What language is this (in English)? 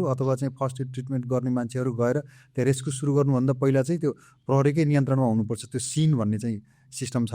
Nepali